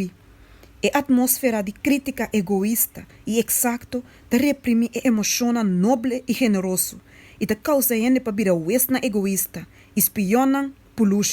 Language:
Papiamento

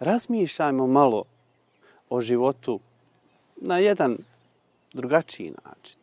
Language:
Bosnian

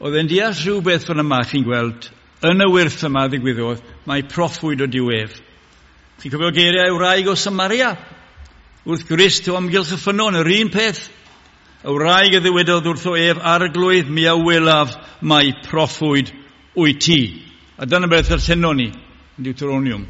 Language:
Welsh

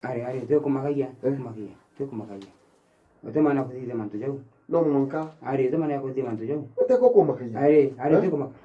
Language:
Meru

